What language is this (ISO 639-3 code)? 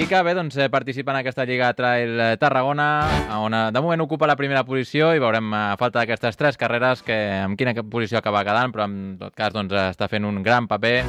cat